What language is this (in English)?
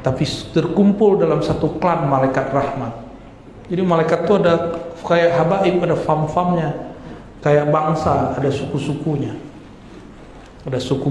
Indonesian